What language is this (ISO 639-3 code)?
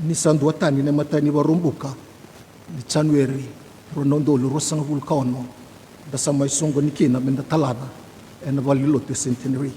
fij